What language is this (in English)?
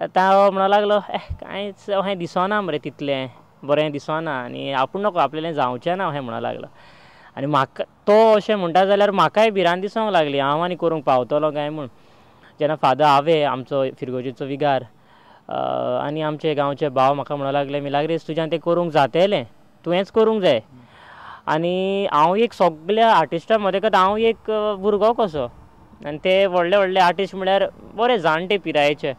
Konkani